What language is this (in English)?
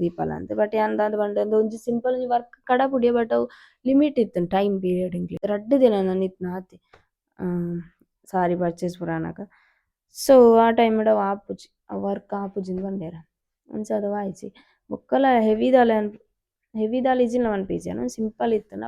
Tulu